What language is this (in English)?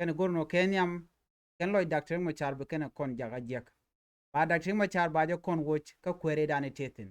Nuer